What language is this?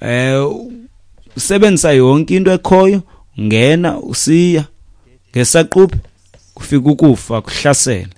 Xhosa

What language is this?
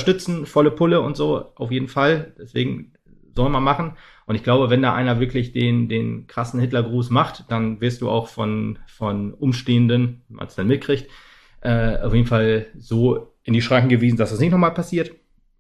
German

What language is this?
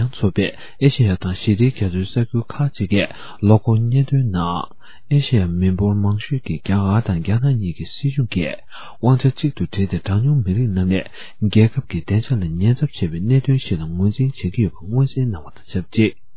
Tibetan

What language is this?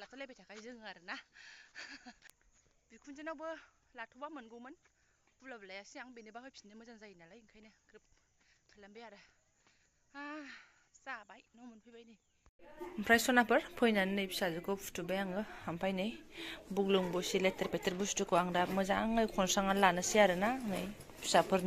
Bodo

